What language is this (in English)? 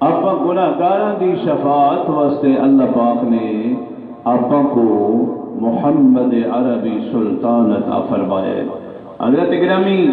Saraiki